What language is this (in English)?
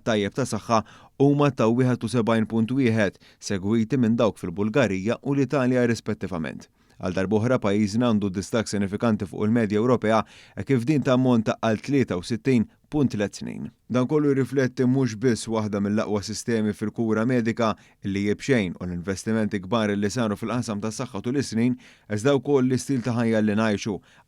Maltese